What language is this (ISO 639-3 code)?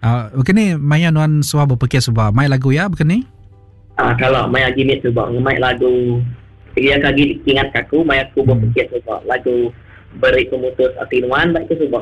iba